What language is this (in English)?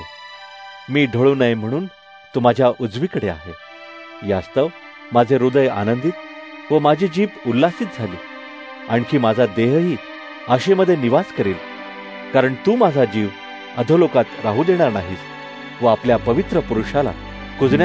Marathi